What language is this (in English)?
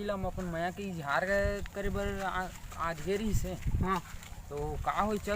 Chhattisgarhi